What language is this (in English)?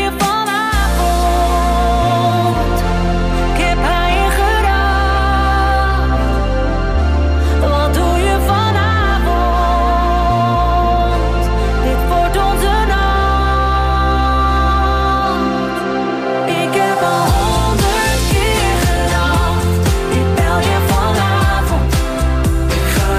Dutch